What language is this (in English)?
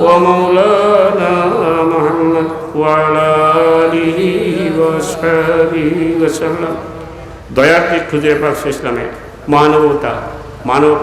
Sylheti